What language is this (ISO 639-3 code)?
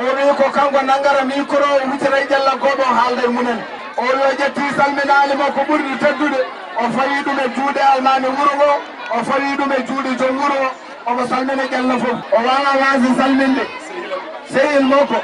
ful